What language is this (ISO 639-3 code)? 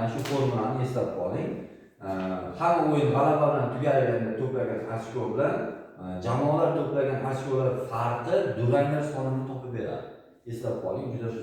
uzb